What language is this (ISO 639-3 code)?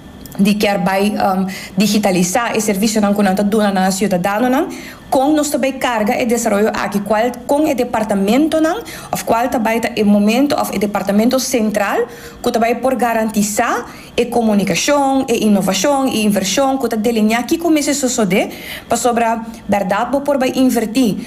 pap